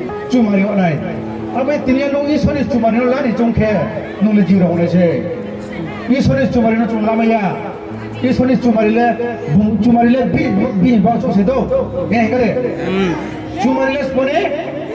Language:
Riang (India)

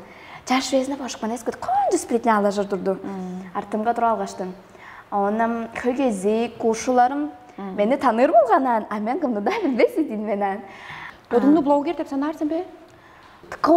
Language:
Tuvinian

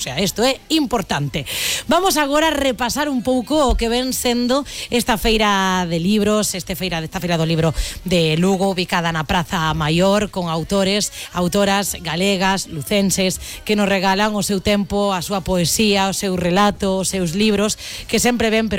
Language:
Galician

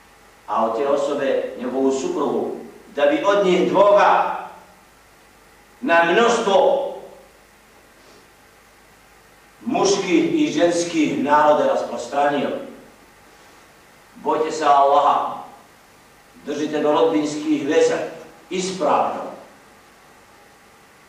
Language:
Bosnian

